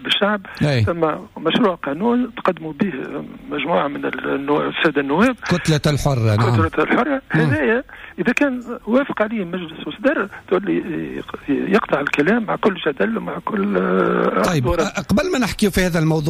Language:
Tunisian Arabic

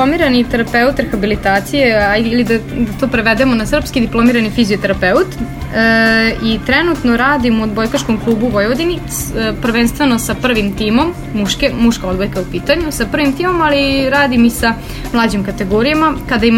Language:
Serbian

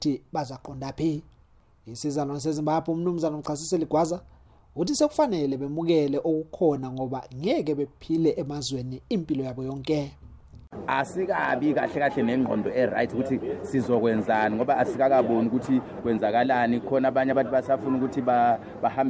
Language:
North Ndebele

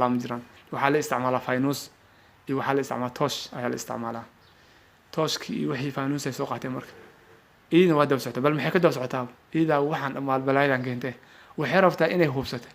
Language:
Somali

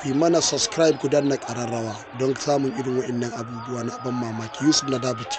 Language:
Hausa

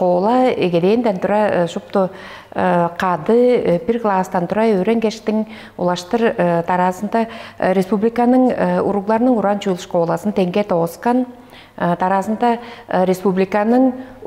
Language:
Tuvinian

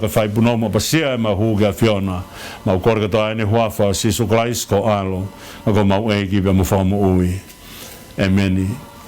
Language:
Tongan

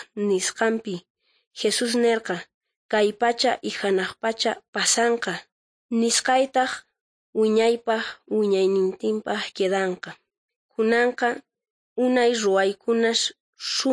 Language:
South Bolivian Quechua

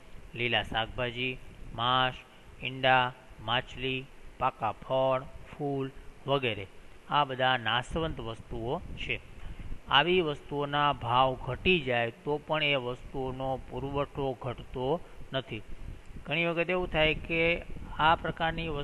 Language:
Gujarati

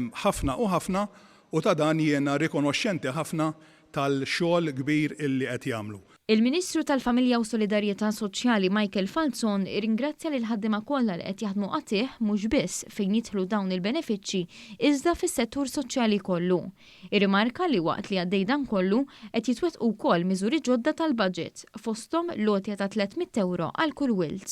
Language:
Maltese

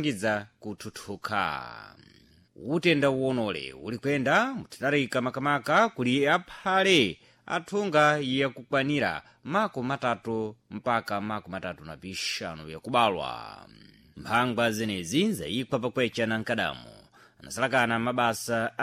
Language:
Sena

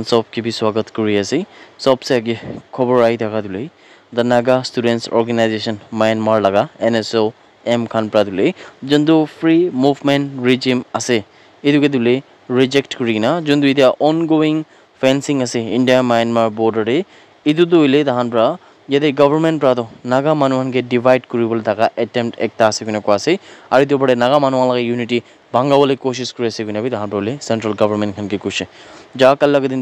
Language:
Naga Pidgin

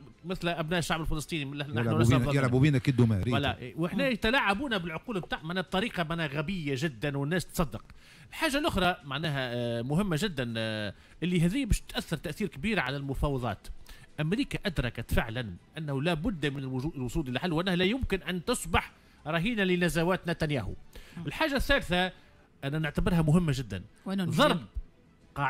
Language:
Tunisian Arabic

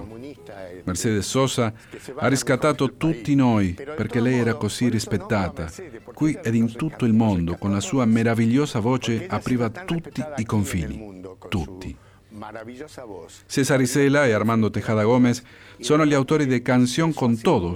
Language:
Italian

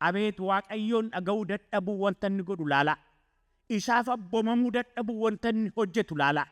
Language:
Oromo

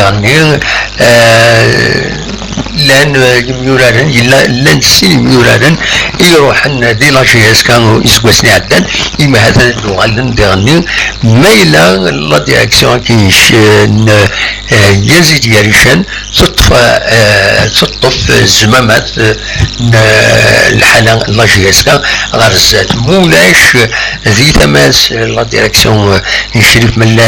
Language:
Kabyle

